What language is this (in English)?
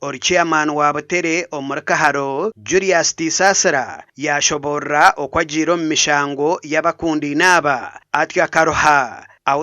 Nyankole